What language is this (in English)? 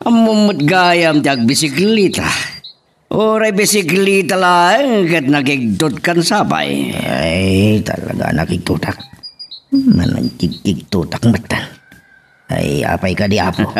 Iloko